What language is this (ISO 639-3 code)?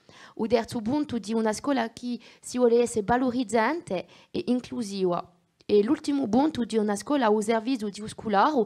cos